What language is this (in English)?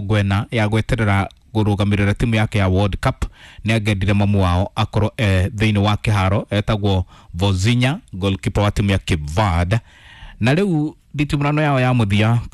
Kikuyu